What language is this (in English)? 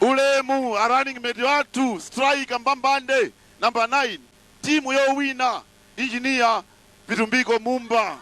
Nyanja